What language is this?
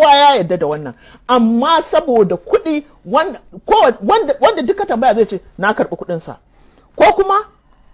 Hausa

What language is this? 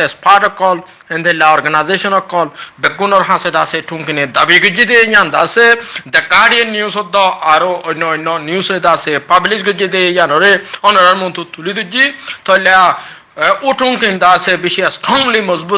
Rohingya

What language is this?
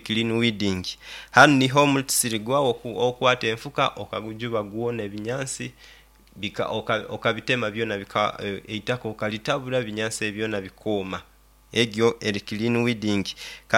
Nyoro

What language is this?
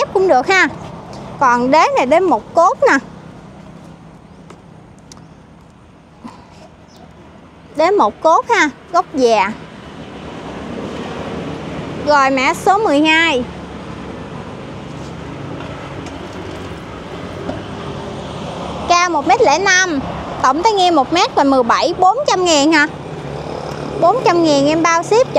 Vietnamese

